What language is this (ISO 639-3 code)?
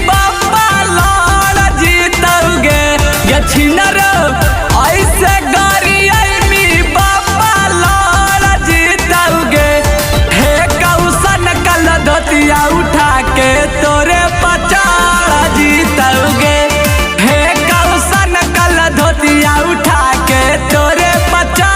mag